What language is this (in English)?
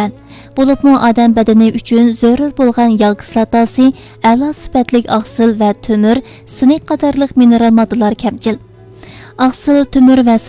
Uyghur